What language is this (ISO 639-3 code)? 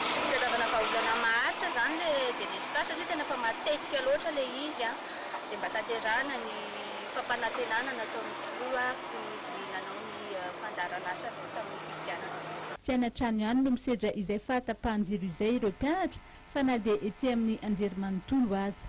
mlg